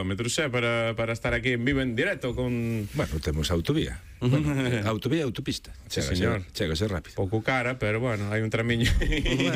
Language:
Galician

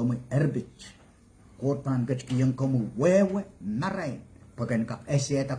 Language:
Pohnpeian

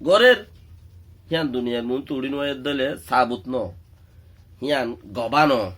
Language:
Rohingya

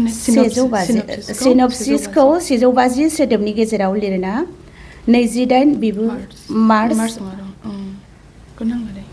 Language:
Bodo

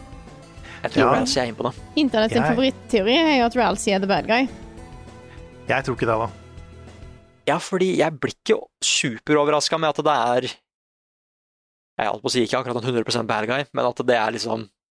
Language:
Norwegian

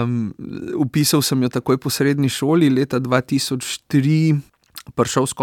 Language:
Slovenian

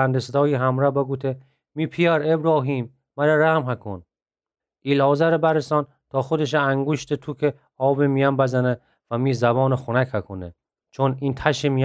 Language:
Gilaki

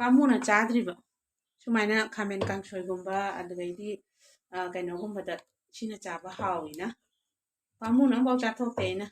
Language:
Manipuri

